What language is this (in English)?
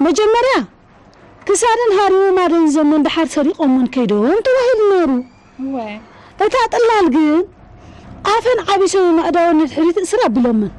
Tigrinya